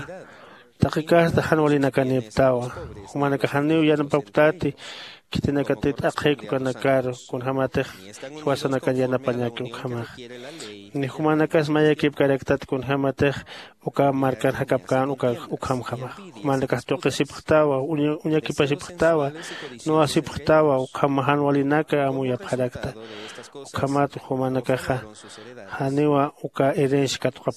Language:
Aymara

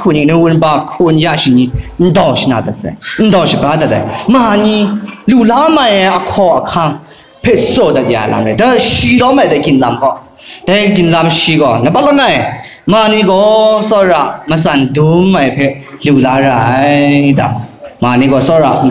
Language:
Kachin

